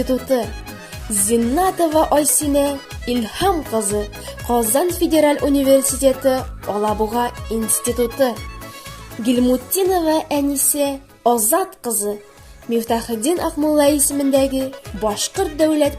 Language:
Bashkir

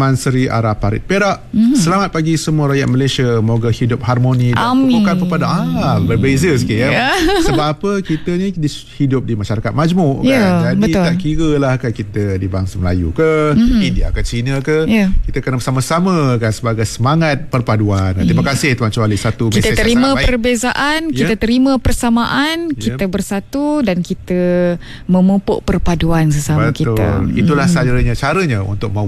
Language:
Malay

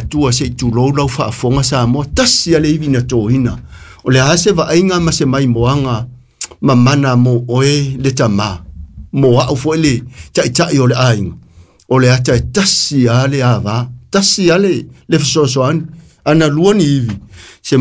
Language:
Samoan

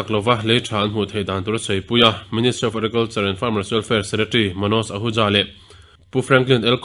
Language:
Mizo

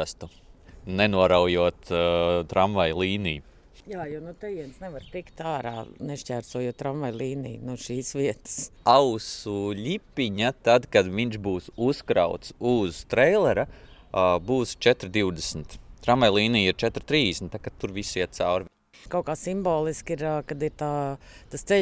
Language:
Latvian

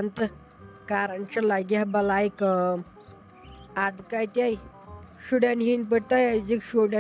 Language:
Kashmiri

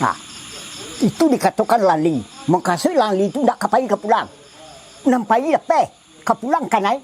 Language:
Minangkabau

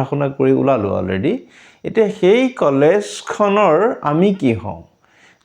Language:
Assamese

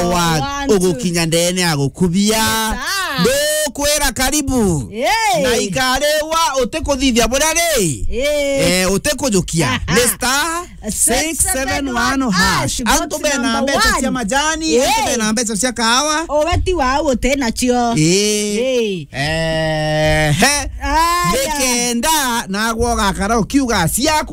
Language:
Meru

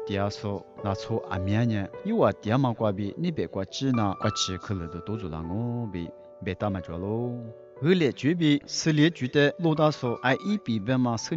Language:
Lisu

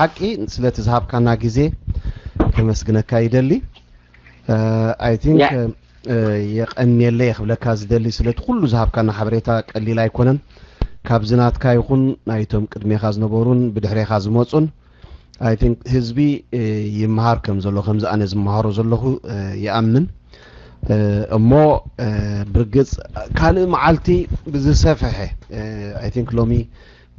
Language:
Tigrinya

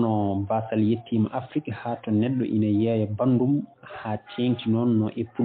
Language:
Fula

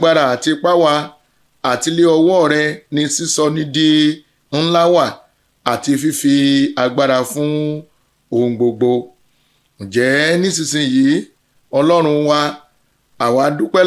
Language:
Yoruba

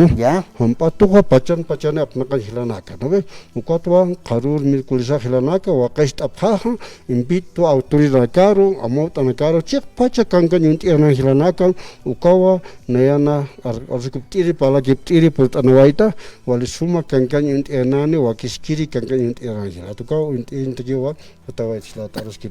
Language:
Aymara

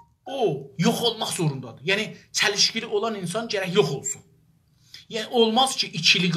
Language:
South Azerbaijani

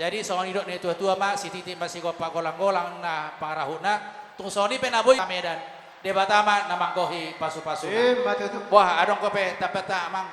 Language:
Batak Toba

